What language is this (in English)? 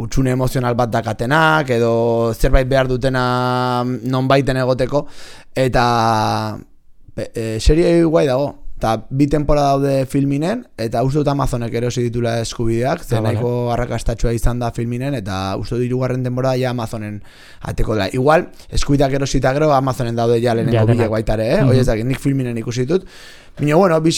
Basque